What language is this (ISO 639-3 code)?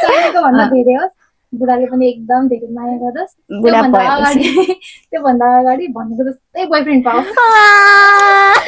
nep